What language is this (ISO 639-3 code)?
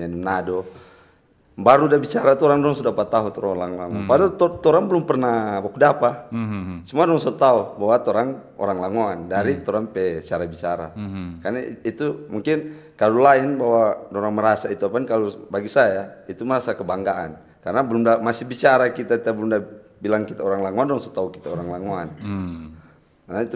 xmm